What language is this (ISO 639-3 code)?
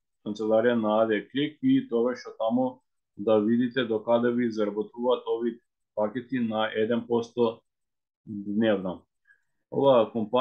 mkd